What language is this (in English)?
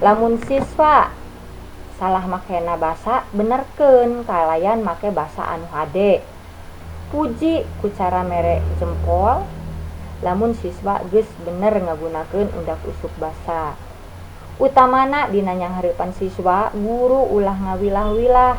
Sundanese